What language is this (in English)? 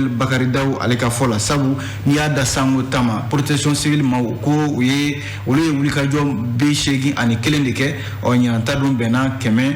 Bambara